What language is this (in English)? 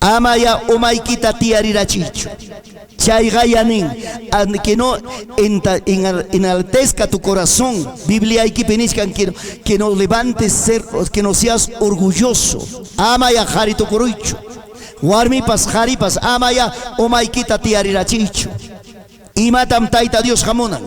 Ayacucho Quechua